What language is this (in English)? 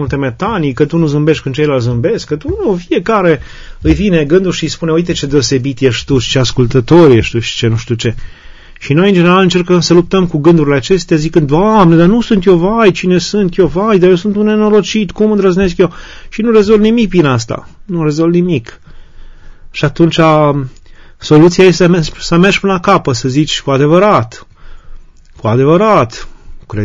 Romanian